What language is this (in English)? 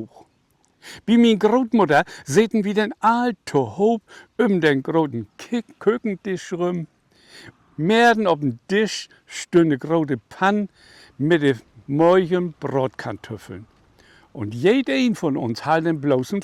Low German